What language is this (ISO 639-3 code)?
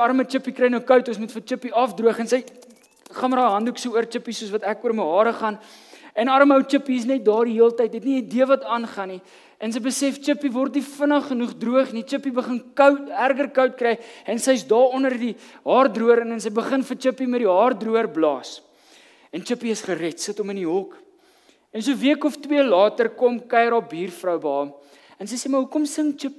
afr